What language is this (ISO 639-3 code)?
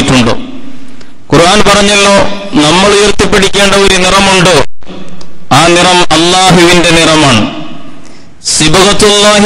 mal